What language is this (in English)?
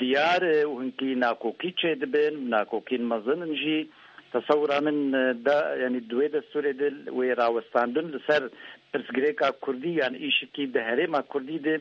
Kurdish